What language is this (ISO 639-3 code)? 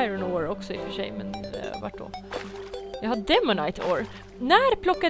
swe